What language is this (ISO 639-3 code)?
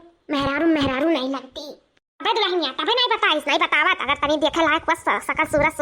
awa